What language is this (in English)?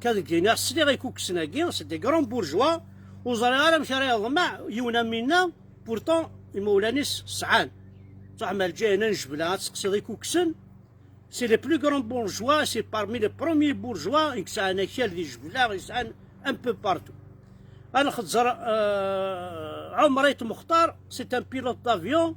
Kabyle